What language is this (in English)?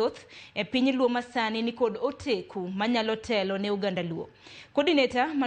Luo (Kenya and Tanzania)